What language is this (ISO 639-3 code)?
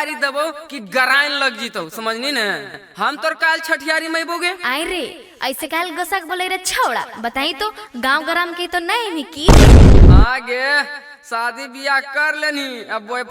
mag